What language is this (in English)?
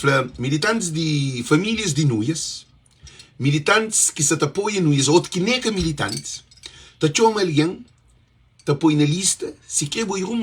Kabuverdianu